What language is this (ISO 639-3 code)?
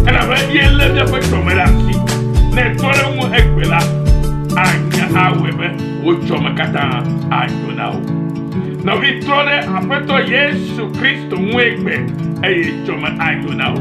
ewe